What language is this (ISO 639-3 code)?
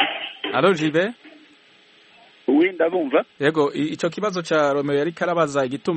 kin